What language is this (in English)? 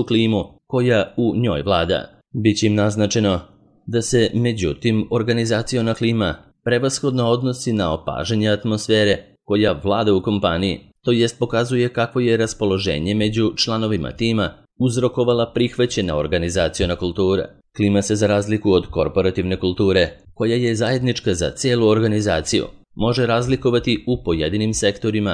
Serbian